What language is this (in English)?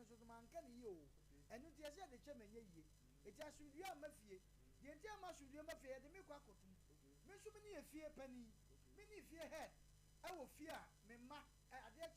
Akan